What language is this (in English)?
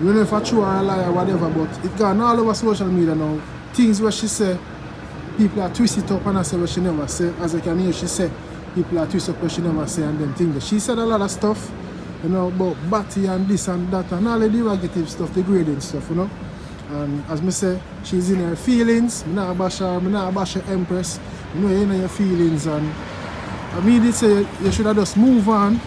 Jamaican Creole English